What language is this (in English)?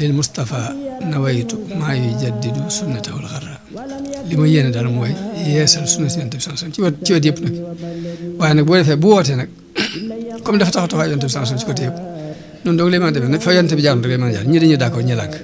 Wolof